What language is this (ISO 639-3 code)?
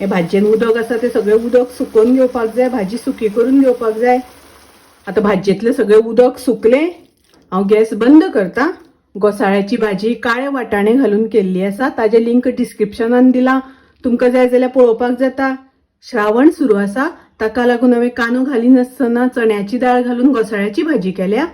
kok